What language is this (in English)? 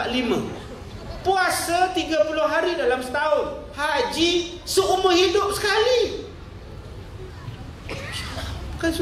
Malay